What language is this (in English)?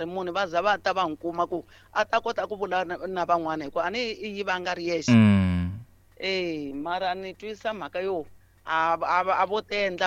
Tsonga